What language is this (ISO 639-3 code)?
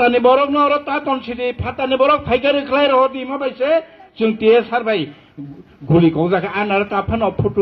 trp